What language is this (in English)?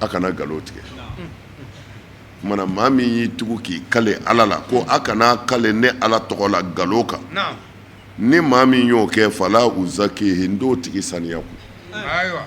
Bambara